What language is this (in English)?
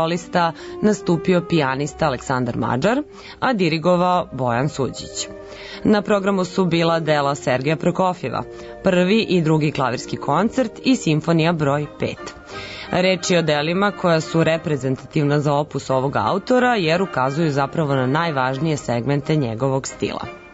Serbian